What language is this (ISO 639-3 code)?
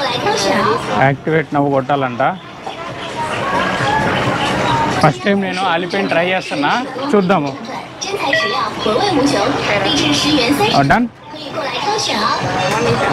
tel